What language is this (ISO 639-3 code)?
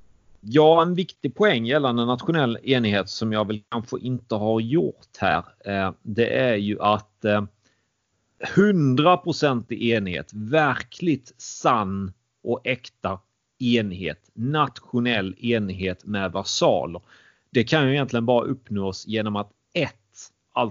swe